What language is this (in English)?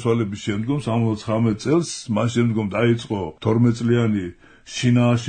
Georgian